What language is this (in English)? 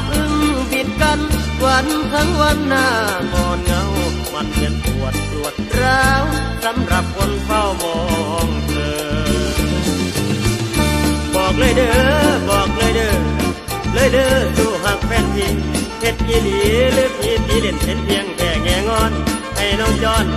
Thai